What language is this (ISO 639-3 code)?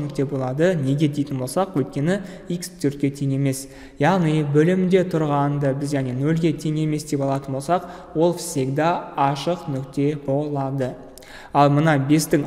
kaz